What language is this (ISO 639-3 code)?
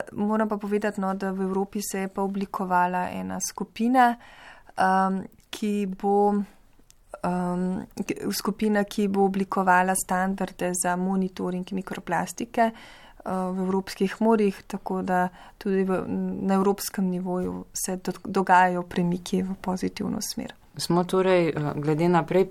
slv